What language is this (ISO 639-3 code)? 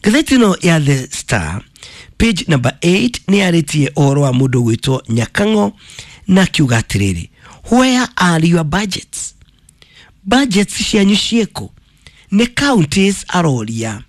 kik